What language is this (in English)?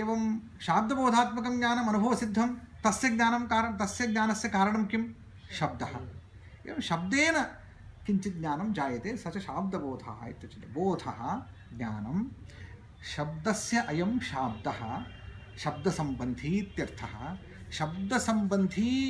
Sanskrit